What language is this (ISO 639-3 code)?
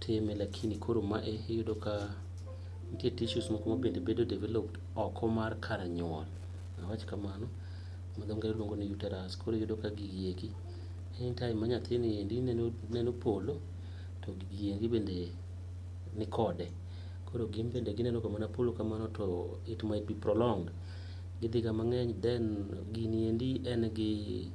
luo